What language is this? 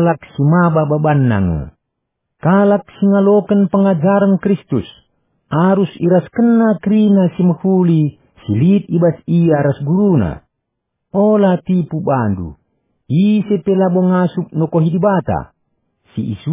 Batak Karo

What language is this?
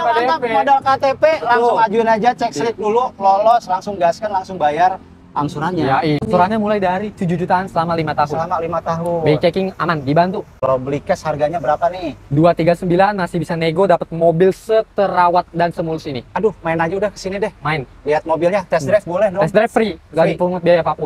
Indonesian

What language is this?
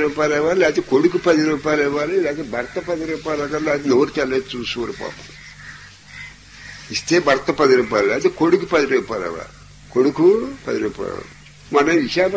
Telugu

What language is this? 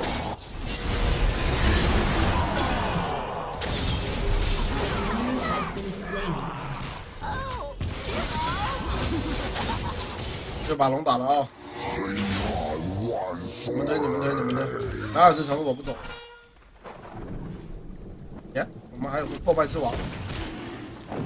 Chinese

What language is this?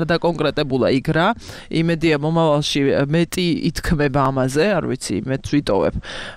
Georgian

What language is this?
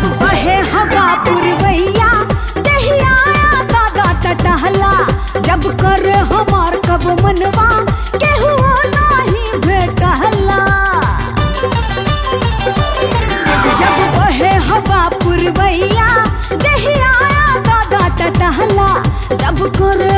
Bhojpuri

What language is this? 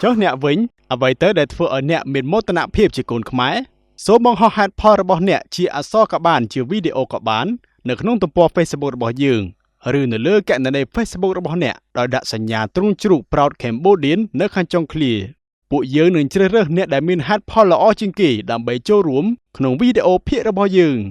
Khmer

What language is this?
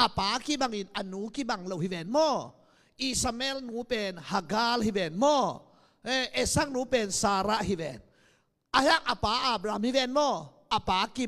Tedim Chin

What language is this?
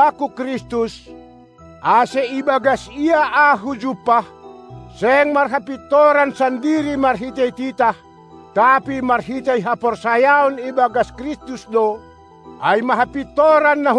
Batak Simalungun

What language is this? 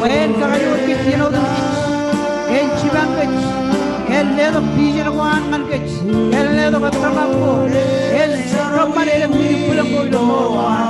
Marshallese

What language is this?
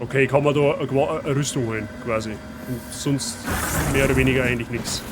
Bavarian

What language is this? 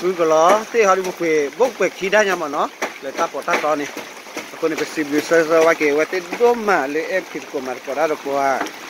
S'gaw Karen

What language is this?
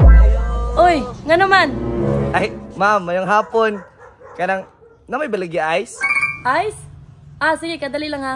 Cebuano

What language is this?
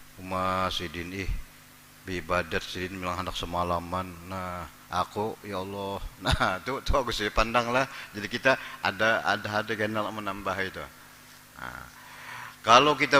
Banjar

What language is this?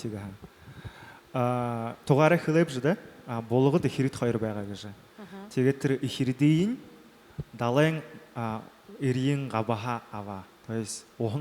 Buriat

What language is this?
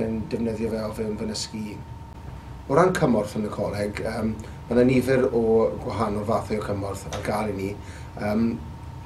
Welsh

